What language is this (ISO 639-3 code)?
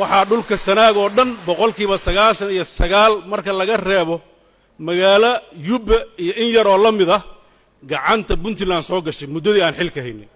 som